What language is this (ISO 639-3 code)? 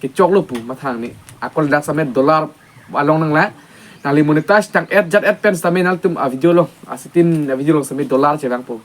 mjw